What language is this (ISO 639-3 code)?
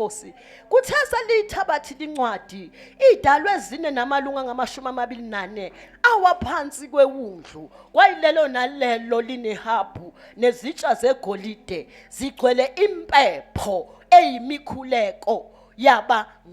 zul